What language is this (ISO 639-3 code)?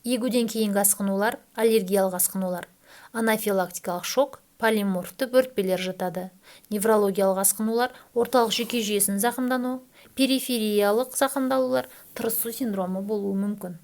kaz